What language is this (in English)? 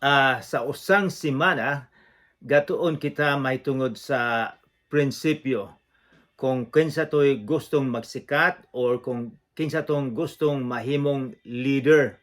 Cebuano